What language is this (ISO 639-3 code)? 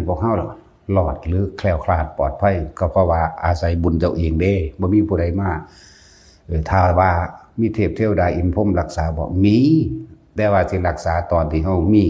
tts